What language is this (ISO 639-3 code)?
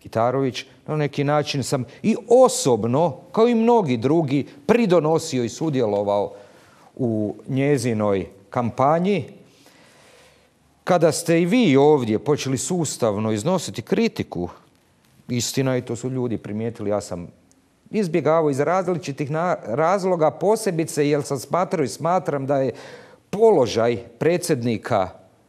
hrv